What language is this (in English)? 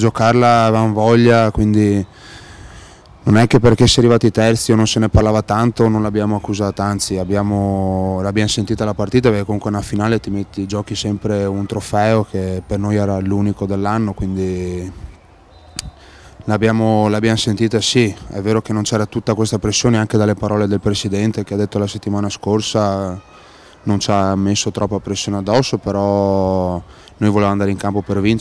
Italian